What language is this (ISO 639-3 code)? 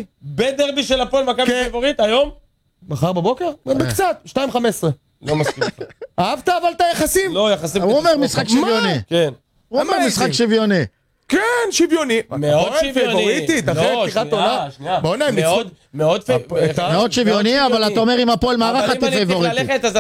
heb